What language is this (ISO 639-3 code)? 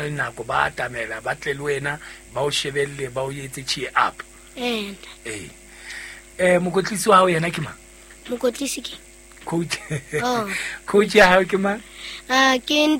sot